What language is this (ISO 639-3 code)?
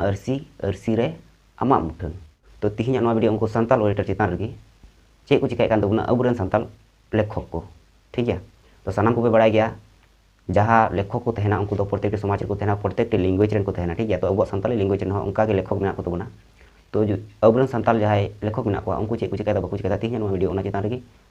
sat